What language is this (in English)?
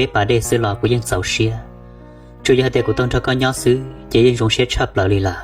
Hmong